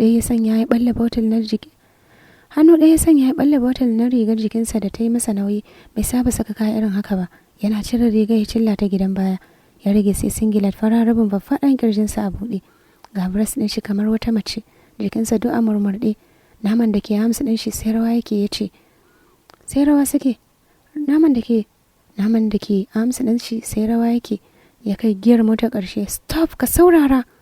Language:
Hausa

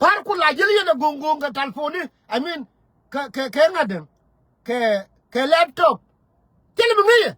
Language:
Nuer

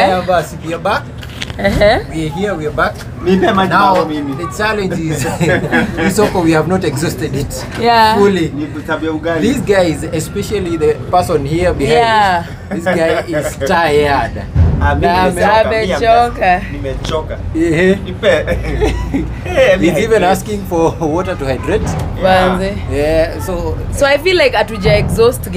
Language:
Swahili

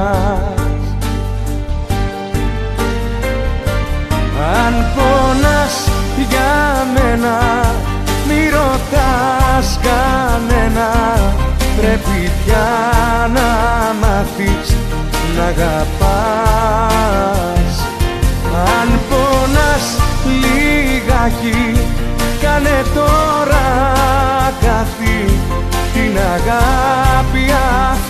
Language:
Greek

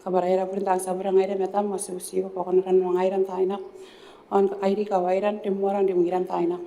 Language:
Gilbertese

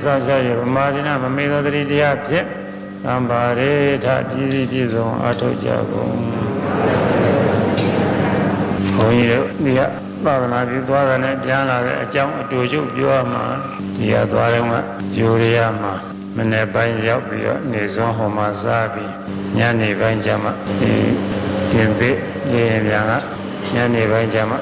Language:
Burmese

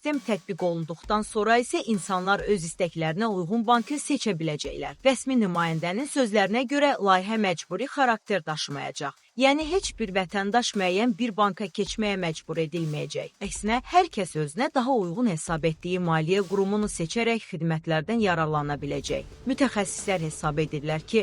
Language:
Azerbaijani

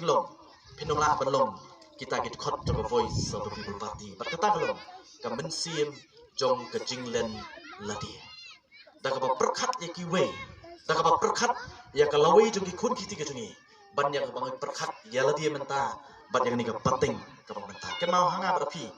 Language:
Khasi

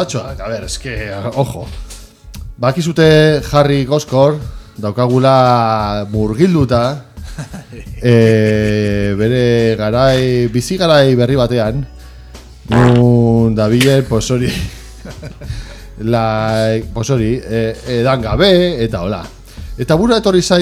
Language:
Basque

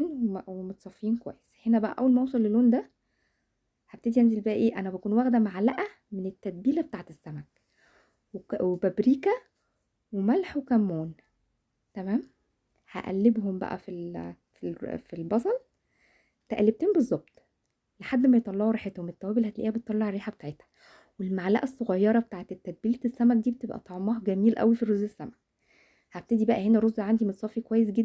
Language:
Egyptian Arabic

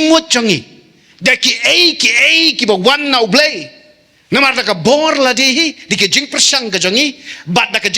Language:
Khasi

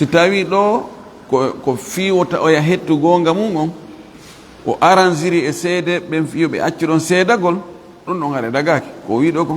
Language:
Fula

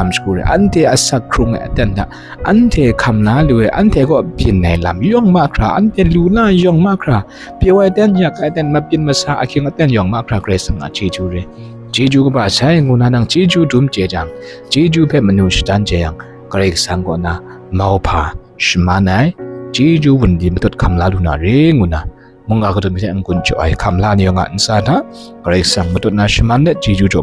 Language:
Kachin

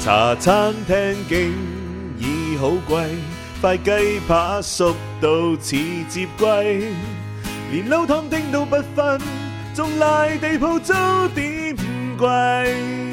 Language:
Cantonese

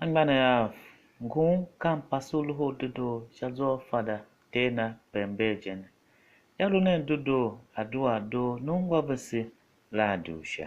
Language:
Tiv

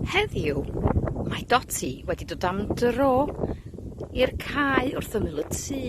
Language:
Welsh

